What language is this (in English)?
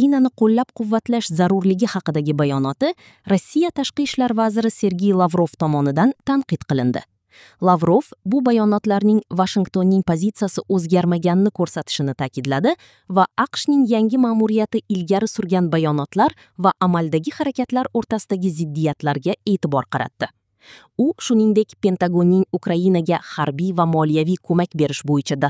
Uzbek